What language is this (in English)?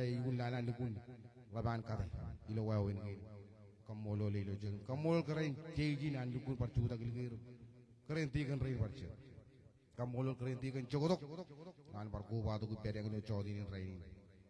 Marshallese